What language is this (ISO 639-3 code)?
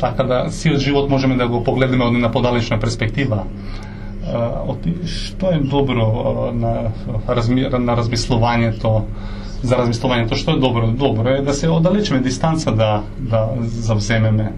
mkd